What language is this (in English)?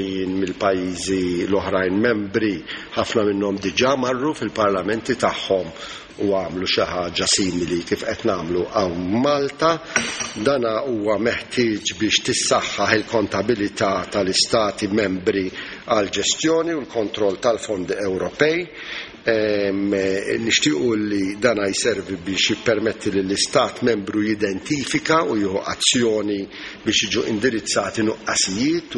Maltese